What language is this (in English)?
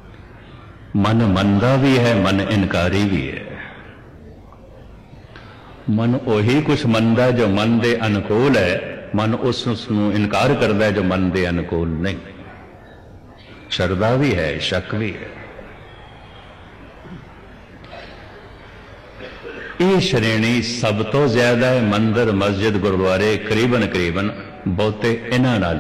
Punjabi